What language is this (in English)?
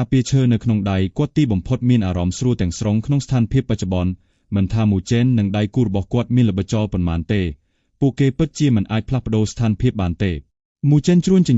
Khmer